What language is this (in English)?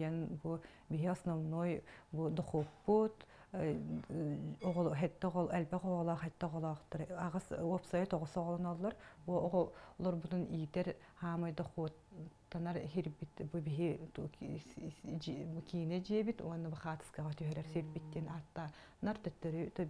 Yakut